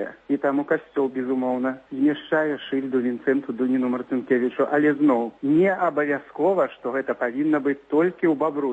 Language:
Belarusian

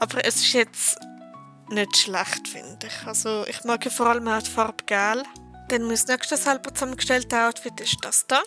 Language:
Swiss German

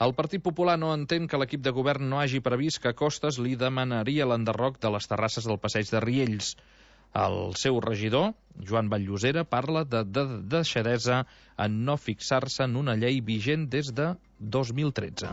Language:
Catalan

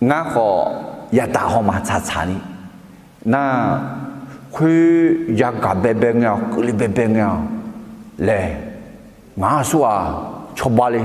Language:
Akha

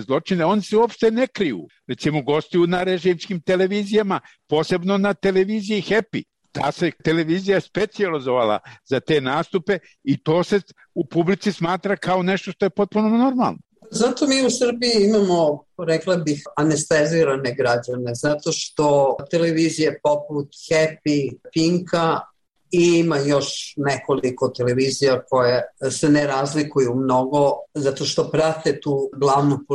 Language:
Serbian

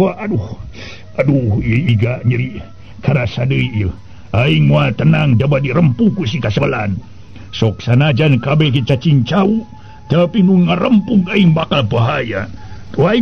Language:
Sundanese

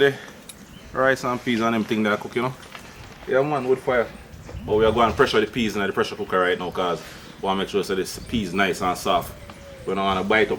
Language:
Jamaican Creole English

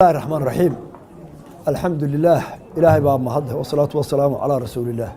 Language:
Somali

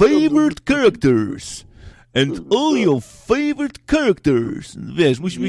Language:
Polish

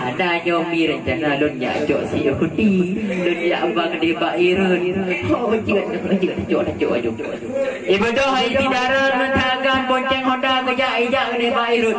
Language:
Achinese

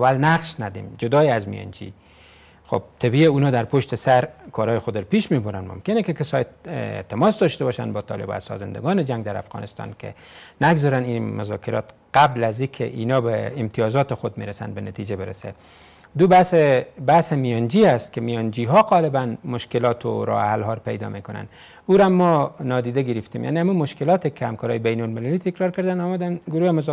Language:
Persian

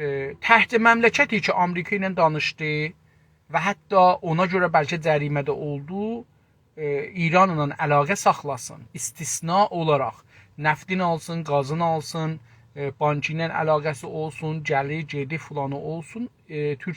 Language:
South Azerbaijani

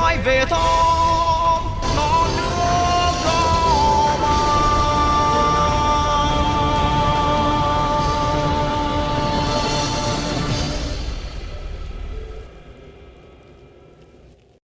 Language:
Vietnamese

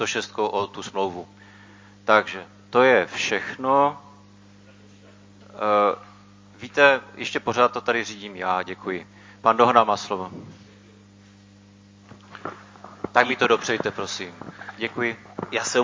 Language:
Czech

